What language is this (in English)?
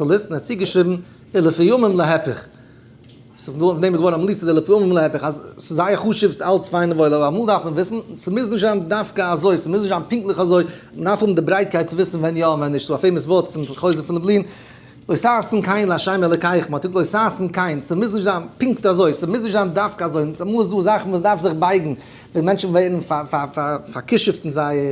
Yiddish